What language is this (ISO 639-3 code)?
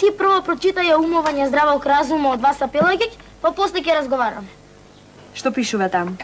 mkd